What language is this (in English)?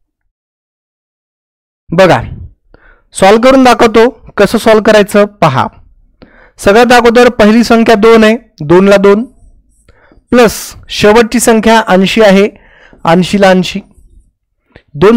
Marathi